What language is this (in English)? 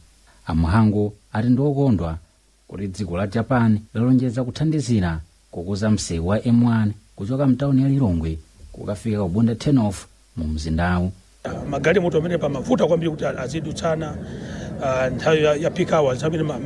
Nyanja